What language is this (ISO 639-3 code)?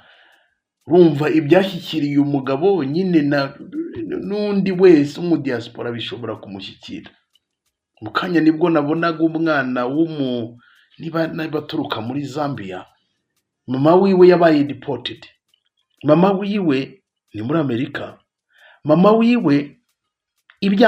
kin